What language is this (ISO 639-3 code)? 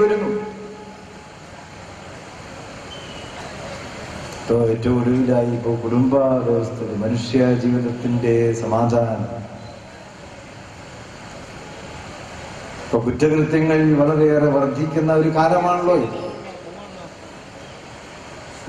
mal